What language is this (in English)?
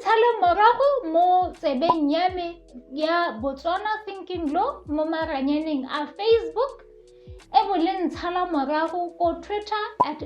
Tswana